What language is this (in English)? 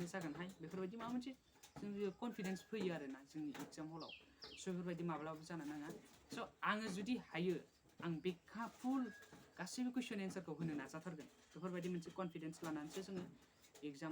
Bodo